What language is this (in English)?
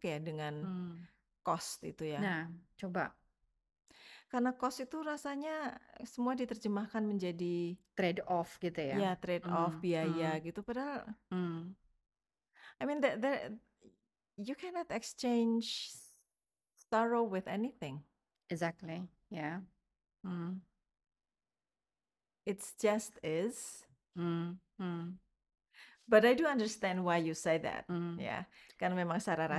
Indonesian